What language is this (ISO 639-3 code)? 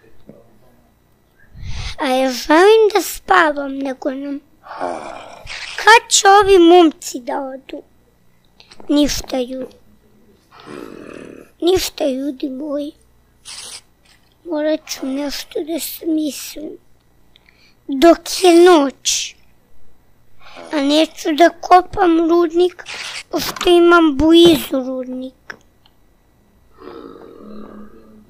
srp